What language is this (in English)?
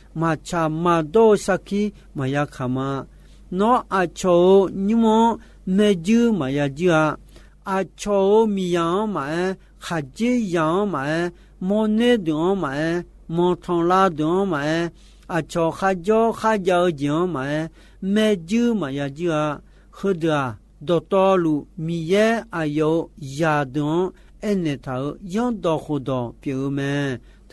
Akha